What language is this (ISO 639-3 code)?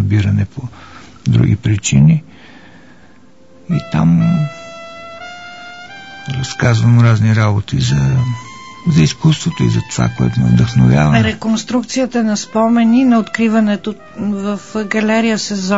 bul